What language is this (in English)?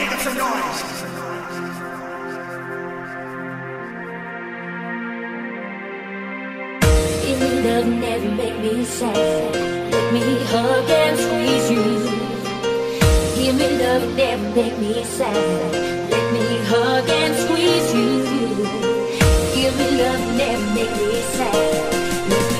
English